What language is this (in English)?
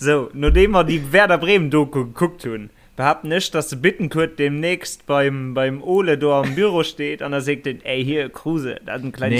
Luxembourgish